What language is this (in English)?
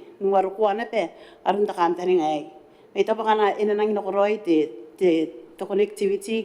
Gilbertese